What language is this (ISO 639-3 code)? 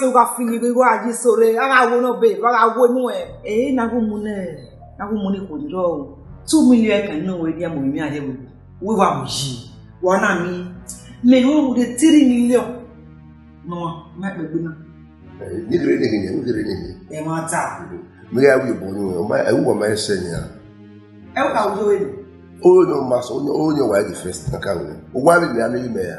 bin